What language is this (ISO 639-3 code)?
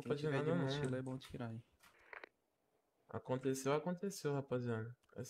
por